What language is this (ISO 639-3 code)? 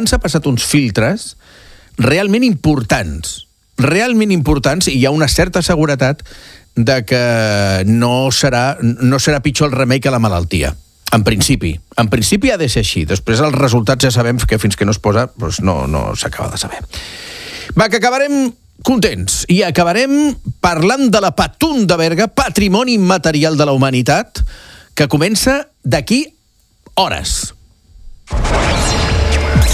cat